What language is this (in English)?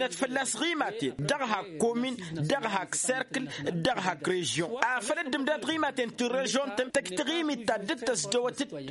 Tamasheq